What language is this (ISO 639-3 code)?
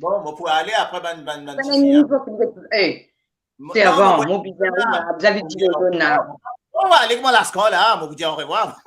mfe